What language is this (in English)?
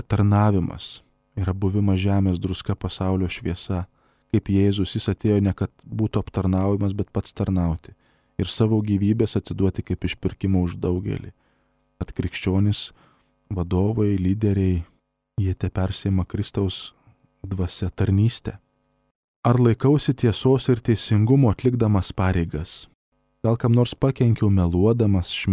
Lithuanian